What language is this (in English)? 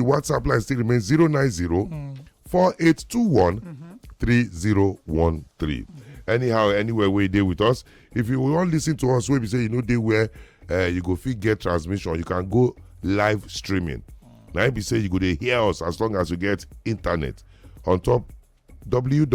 Nigerian Pidgin